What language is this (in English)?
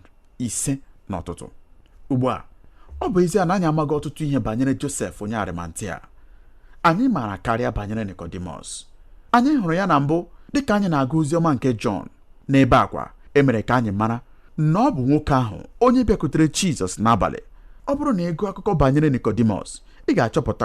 Igbo